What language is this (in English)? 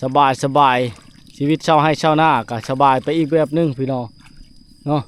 Lao